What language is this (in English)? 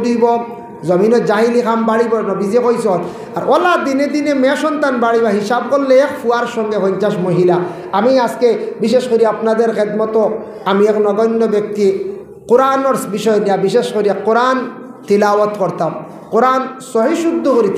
Sylheti